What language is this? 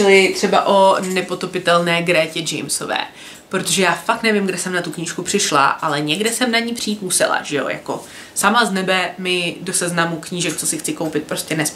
Czech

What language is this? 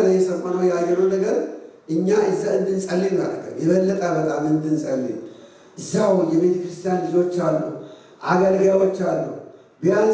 Amharic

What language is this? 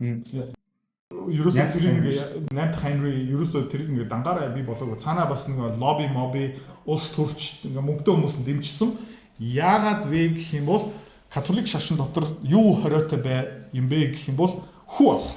Mongolian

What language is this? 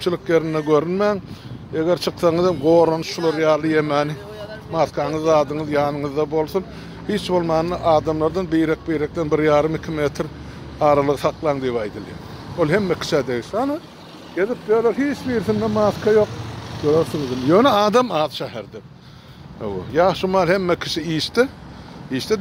Turkmen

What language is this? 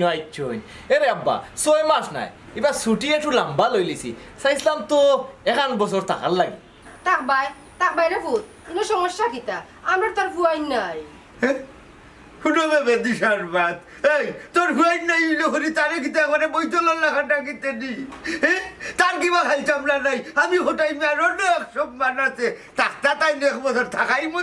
Sylheti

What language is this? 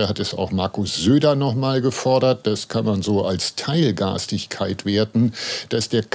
German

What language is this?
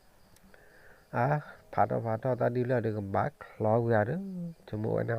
S'gaw Karen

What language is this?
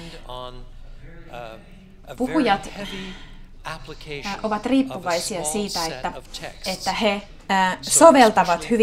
Finnish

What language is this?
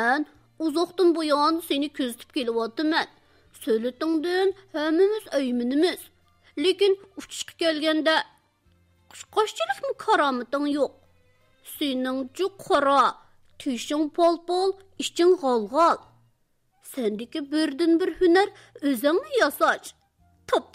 Uyghur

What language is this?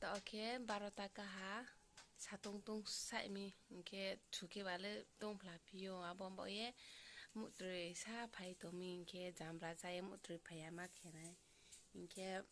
Riang (India)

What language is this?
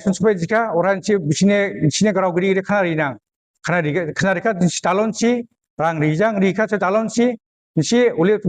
Dimasa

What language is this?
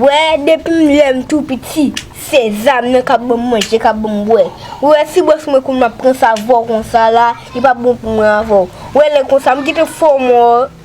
Haitian Creole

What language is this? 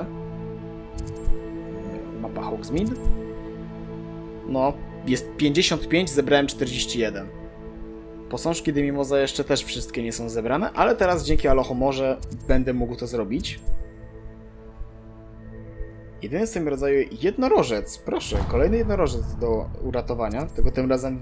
Polish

